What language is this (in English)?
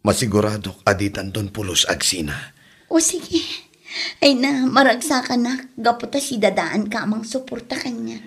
Iloko